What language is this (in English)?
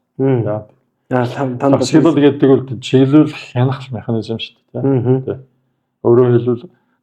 Mongolian